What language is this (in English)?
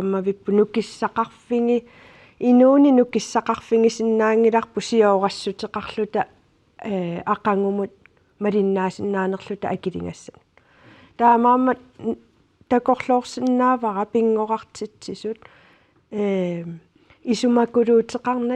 Kalaallisut